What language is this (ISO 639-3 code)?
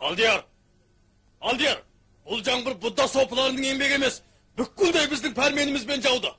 kaz